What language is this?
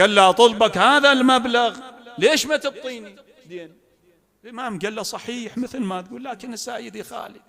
Mesopotamian Arabic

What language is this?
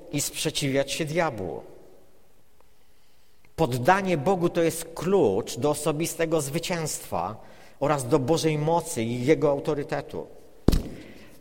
Polish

